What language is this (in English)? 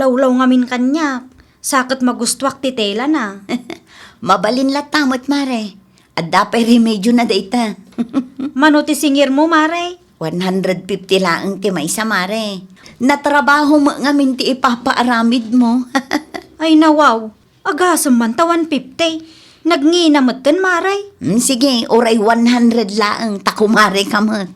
Iloko